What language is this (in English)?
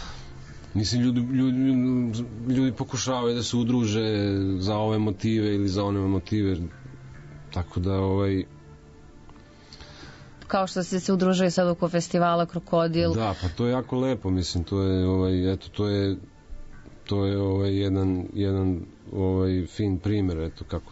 Serbian